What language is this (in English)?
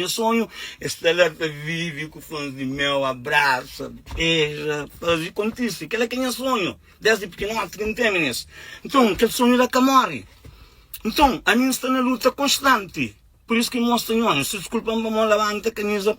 Kabuverdianu